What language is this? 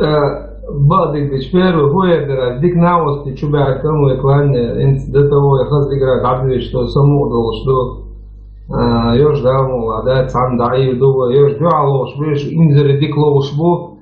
Chechen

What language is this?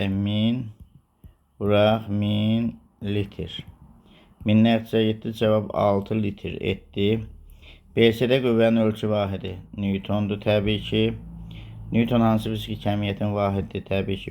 Azerbaijani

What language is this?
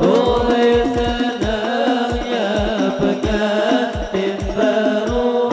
Banjar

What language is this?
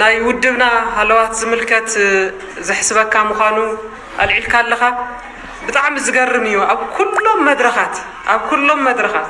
Tigrinya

